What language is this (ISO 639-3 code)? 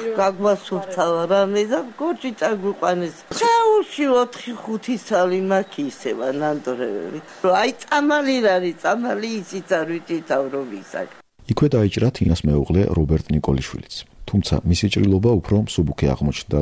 kat